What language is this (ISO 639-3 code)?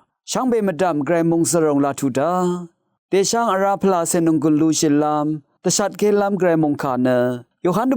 raw